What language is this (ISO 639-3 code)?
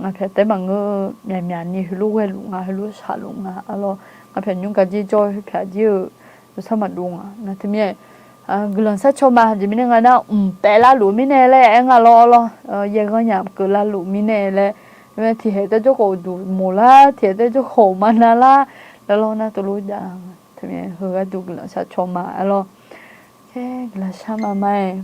ahk